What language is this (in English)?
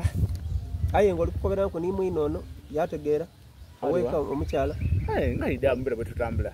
Soga